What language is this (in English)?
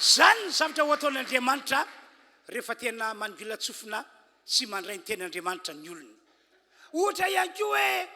Malagasy